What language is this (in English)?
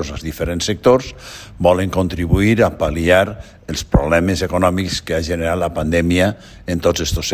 Catalan